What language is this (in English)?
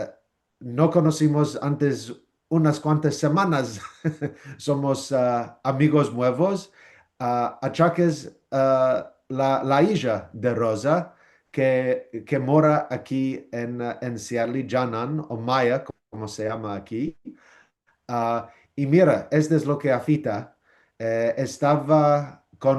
Ladino